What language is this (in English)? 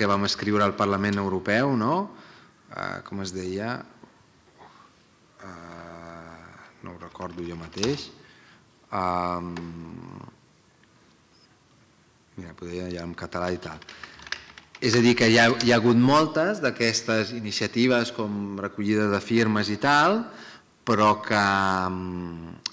Catalan